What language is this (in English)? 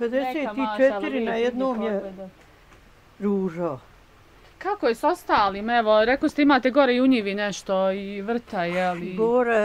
Bosnian